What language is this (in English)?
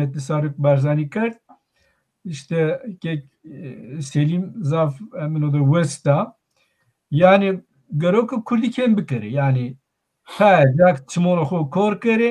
Zaza